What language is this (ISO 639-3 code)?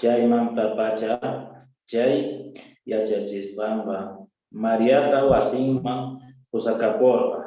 que